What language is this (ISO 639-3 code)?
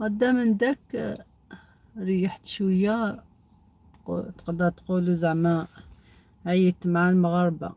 arq